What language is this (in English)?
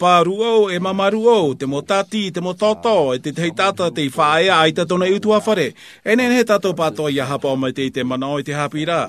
Tahitian